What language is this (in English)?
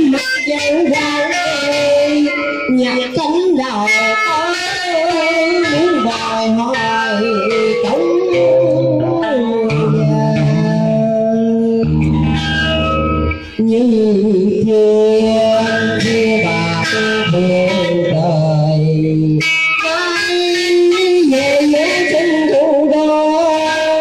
Vietnamese